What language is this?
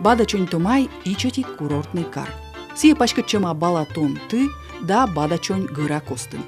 Komi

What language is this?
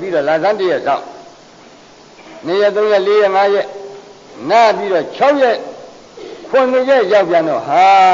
Burmese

